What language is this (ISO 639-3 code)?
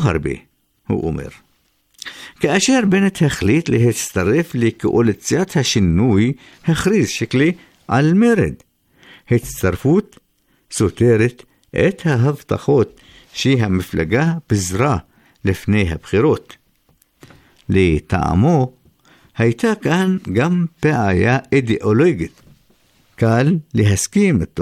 heb